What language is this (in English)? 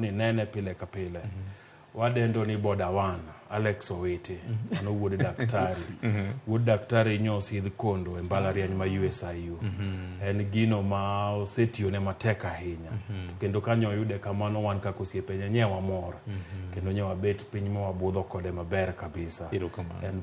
Luo (Kenya and Tanzania)